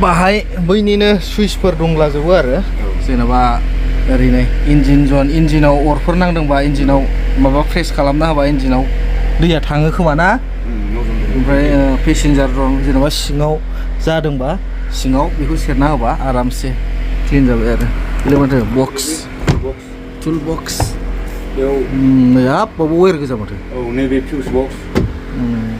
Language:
Bodo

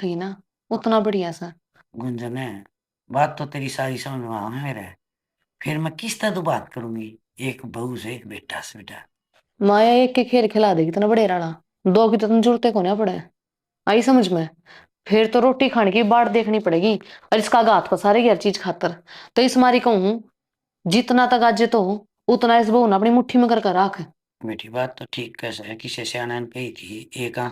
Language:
Haryanvi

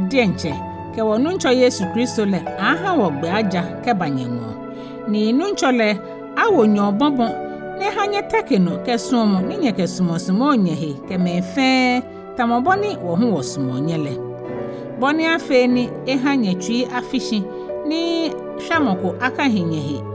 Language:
Ga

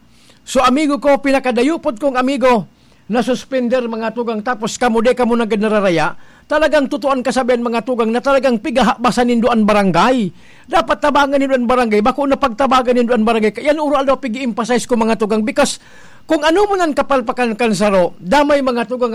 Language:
Bikol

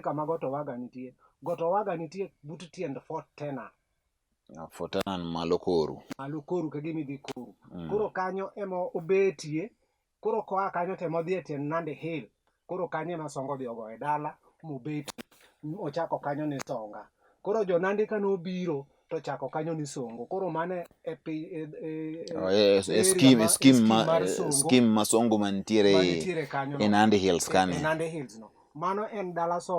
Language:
Luo (Kenya and Tanzania)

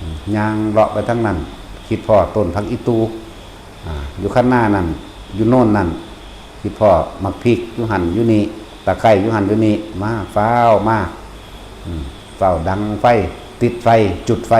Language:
Northeastern Thai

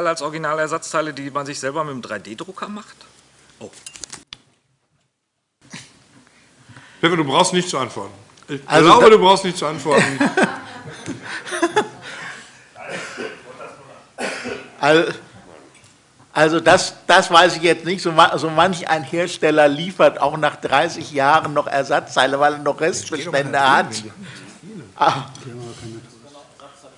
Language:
German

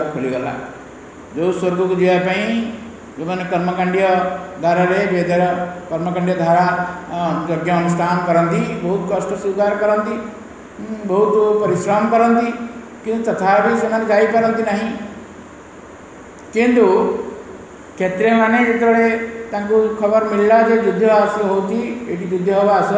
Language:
Odia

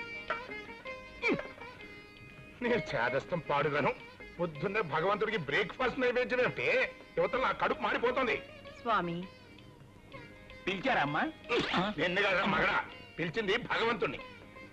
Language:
Telugu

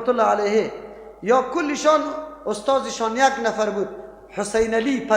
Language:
Persian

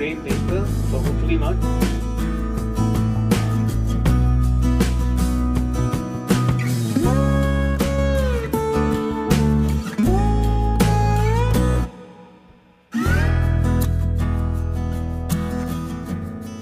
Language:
Malay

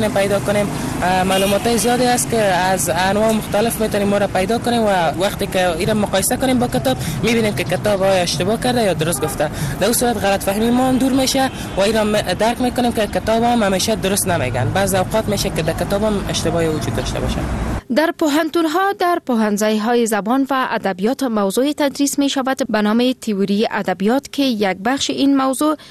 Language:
Persian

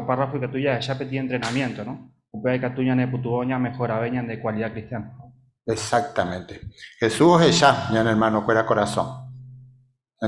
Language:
Guarani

